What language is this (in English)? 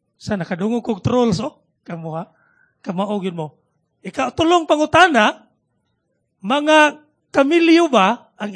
Cebuano